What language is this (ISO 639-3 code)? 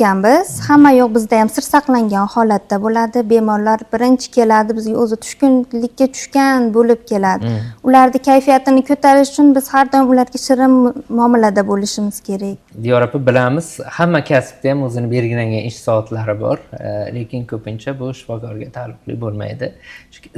uzb